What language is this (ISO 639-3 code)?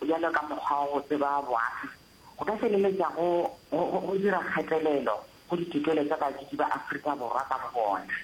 nso